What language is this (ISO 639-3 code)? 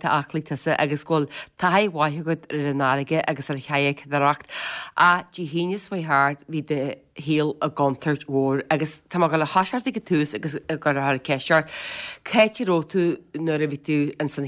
gle